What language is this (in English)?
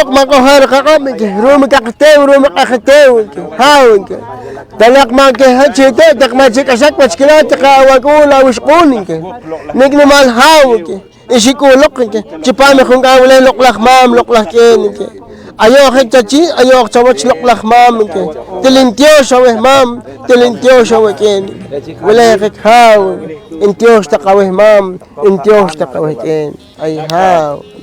Poqomchi'